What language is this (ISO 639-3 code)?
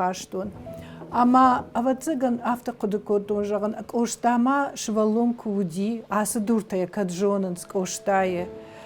oss